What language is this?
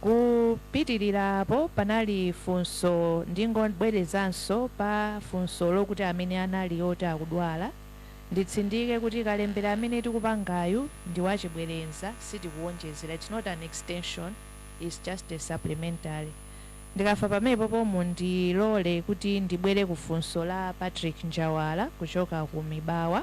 Nyanja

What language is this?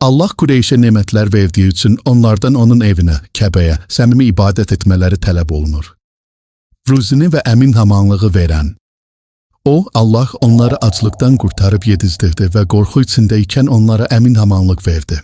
Azerbaijani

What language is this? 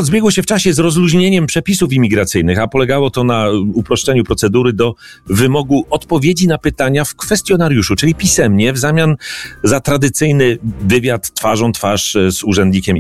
Polish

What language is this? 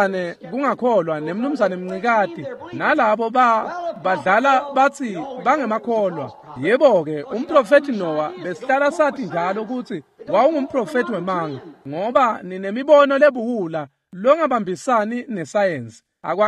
Swati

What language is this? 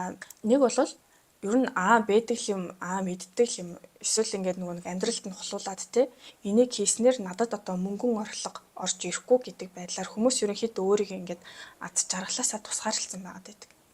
Mongolian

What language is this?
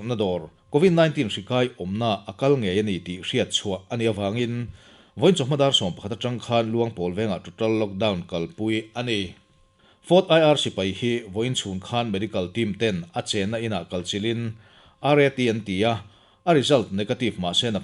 Mizo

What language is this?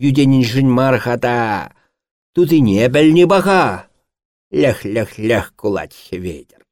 Chuvash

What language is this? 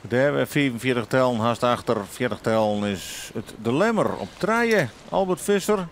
Western Frisian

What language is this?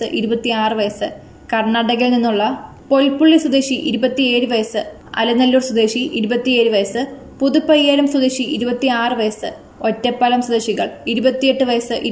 Malayalam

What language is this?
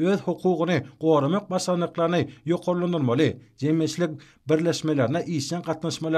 Turkmen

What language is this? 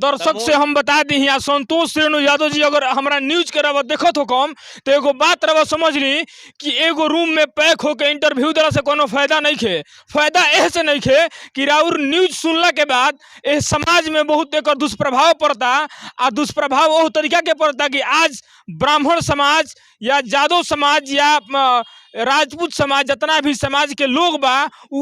Bhojpuri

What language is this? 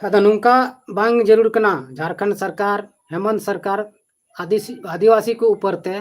Santali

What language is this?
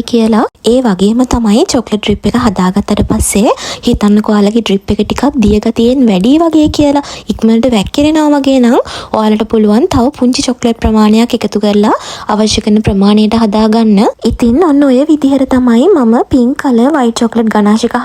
Sinhala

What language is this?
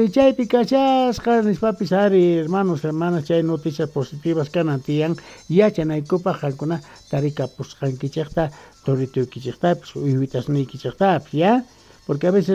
Quechua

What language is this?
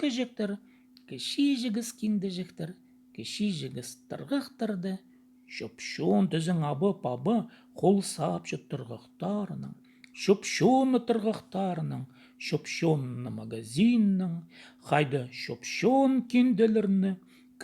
Khakas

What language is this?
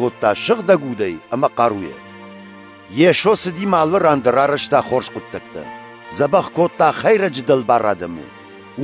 Ossetic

